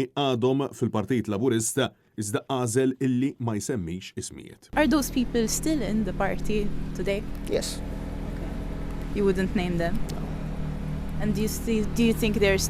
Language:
Maltese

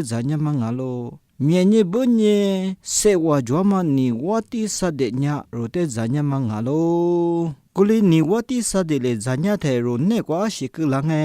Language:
Lisu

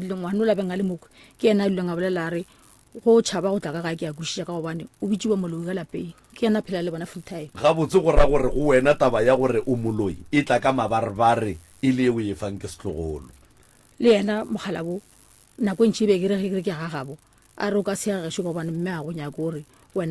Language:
Northern Sotho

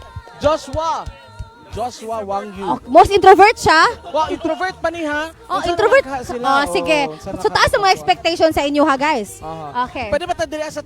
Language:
Cebuano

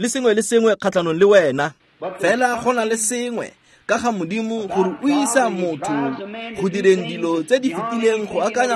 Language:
Tswana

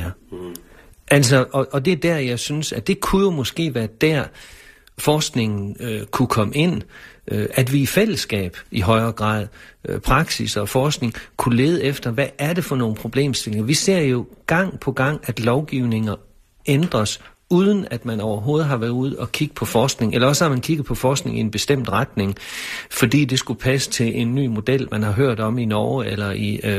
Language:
Danish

